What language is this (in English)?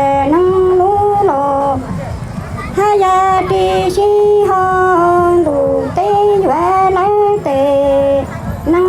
Hmong